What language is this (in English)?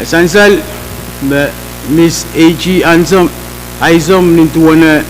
Pohnpeian